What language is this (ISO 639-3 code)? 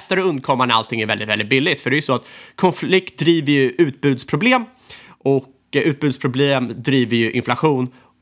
swe